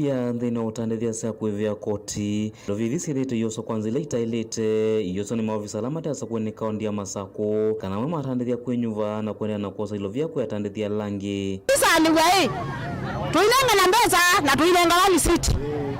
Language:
Kamba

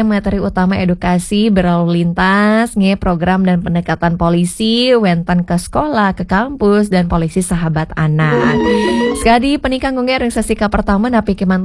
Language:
Balinese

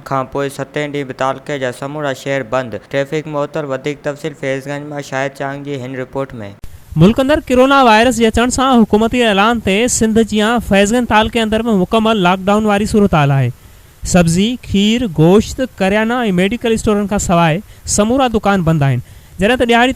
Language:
Sindhi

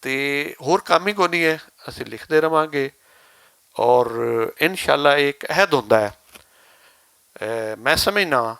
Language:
Western Panjabi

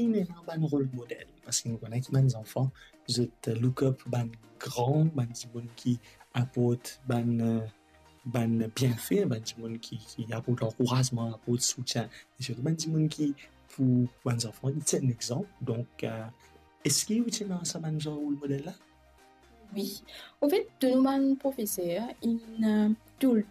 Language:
Morisyen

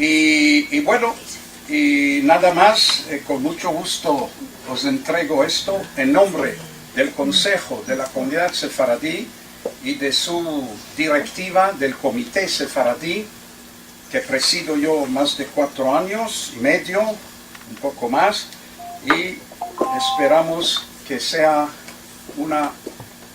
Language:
Ladino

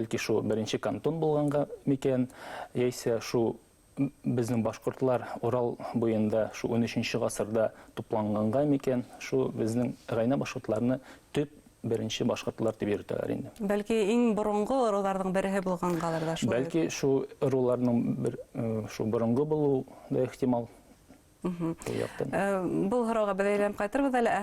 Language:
Bashkir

